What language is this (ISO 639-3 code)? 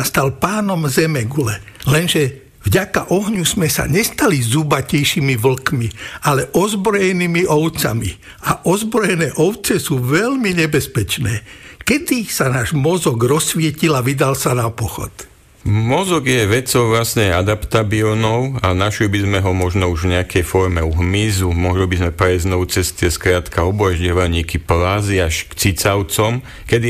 slk